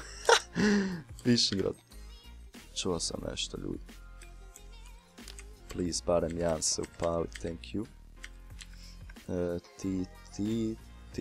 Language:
Croatian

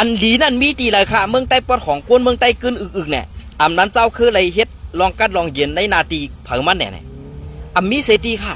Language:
Shan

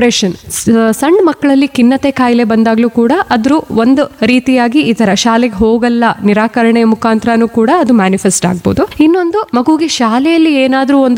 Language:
Kannada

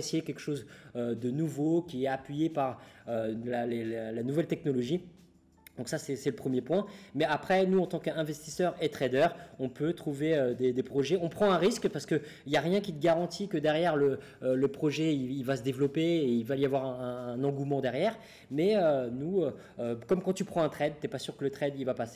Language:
French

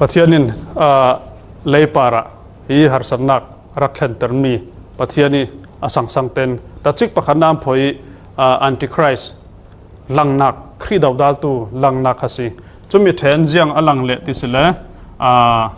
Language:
Falam Chin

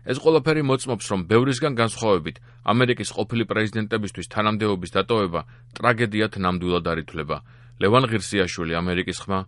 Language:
Georgian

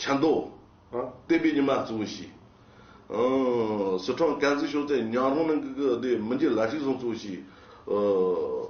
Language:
Tibetan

